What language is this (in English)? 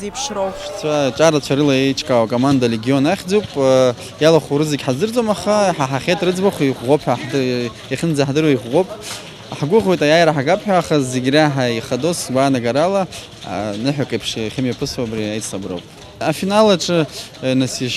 Abkhazian